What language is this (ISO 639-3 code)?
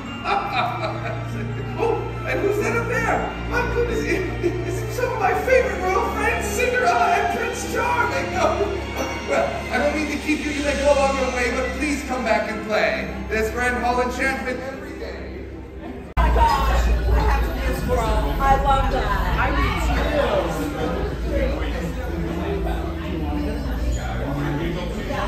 eng